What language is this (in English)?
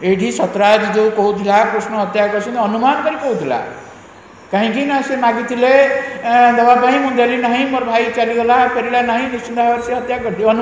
Odia